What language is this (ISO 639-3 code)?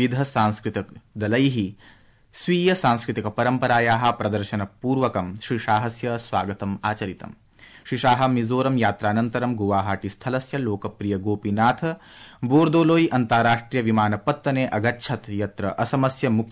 san